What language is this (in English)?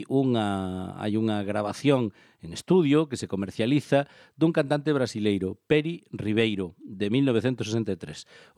Galician